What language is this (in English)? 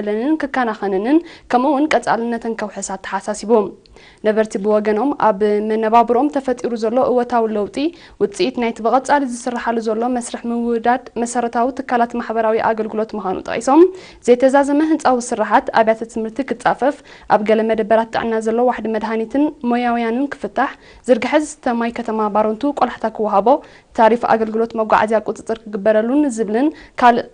Tigrinya